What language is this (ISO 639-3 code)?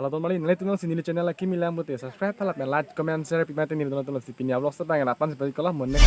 mjw